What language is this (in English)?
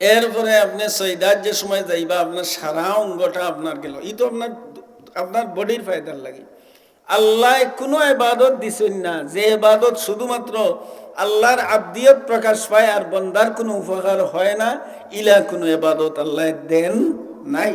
Sylheti